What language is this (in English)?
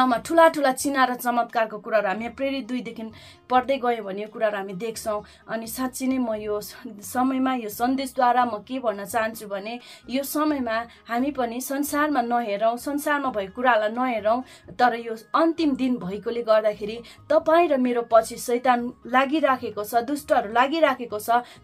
Nepali